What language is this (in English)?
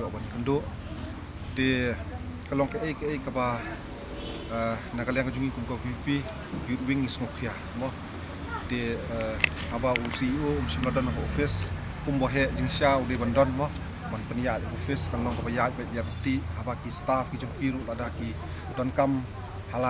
Khasi